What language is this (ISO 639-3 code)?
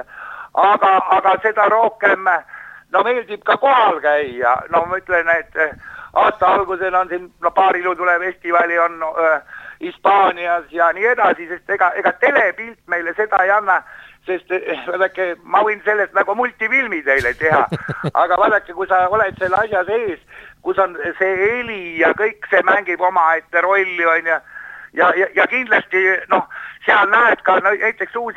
est